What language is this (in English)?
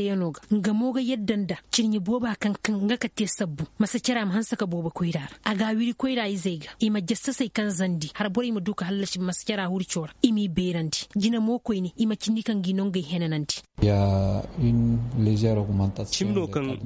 Zarma